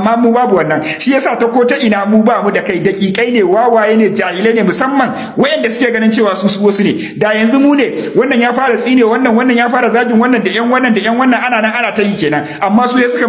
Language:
Hausa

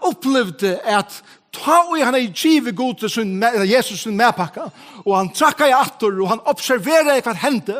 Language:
Faroese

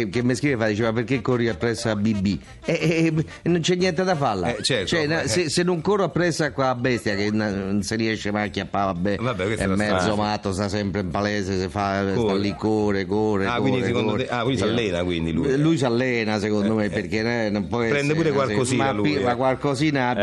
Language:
Italian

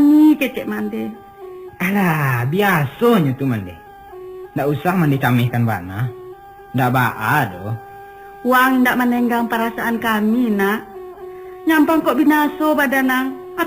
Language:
Minangkabau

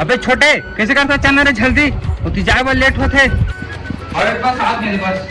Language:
Chhattisgarhi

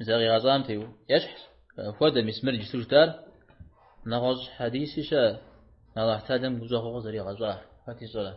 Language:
Kabardian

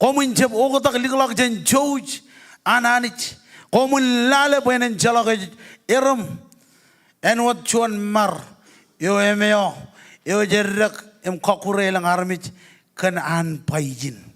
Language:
Marshallese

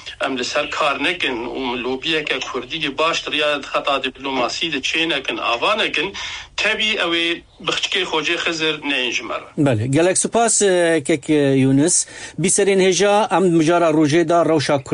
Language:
Kurdish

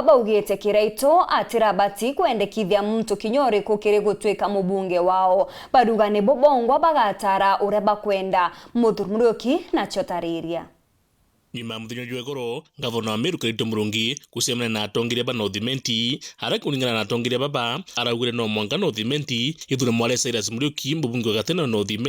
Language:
Meru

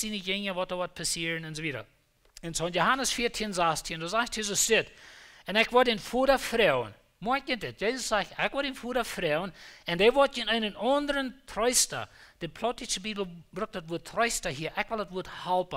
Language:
Plautdietsch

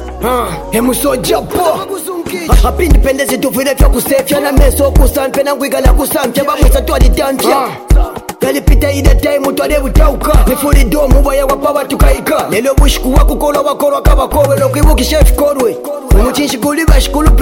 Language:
Bemba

